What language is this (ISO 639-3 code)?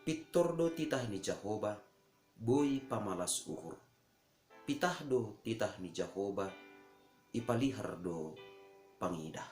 bts